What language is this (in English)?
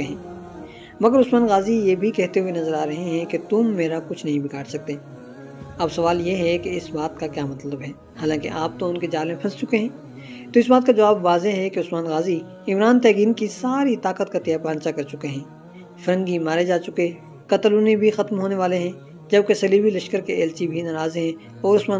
Urdu